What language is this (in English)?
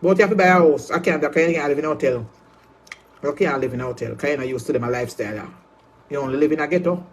Jamaican Creole English